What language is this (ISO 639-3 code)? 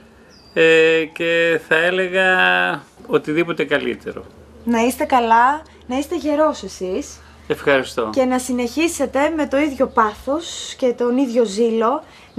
ell